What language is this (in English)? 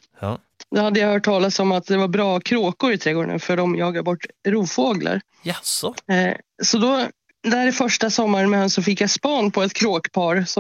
Swedish